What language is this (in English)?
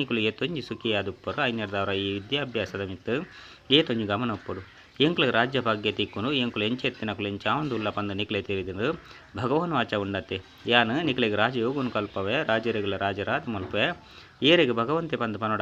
Tulu